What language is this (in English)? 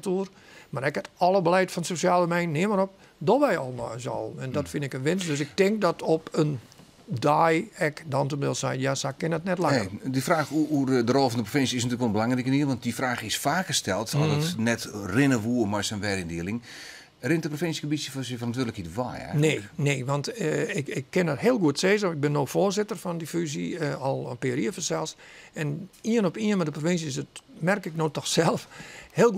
Western Frisian